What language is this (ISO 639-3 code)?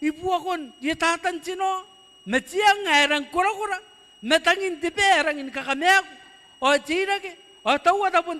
gil